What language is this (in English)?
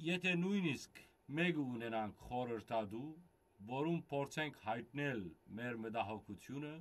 Western Armenian